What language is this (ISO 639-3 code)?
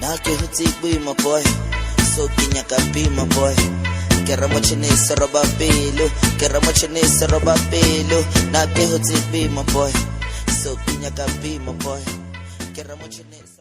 tso